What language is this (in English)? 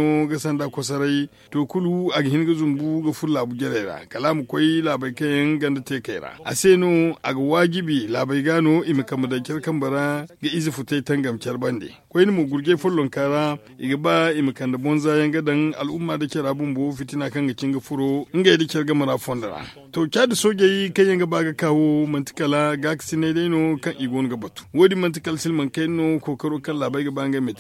Zarma